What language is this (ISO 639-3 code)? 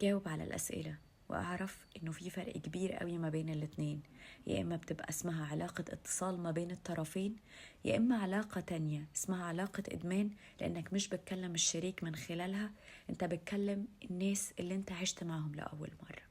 arz